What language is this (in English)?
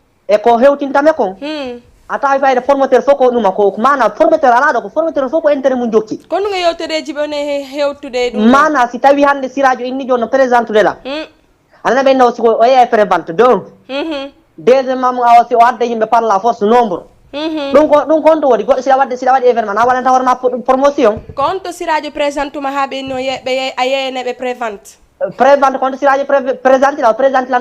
Fula